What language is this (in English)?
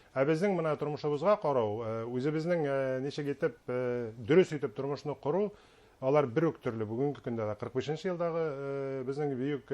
Bashkir